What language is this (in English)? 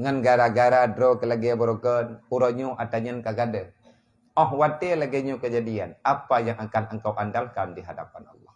Achinese